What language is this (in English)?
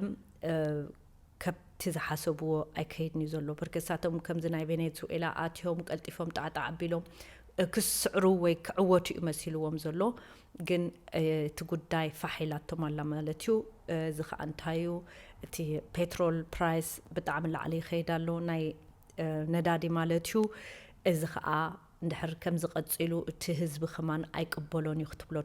Tigrinya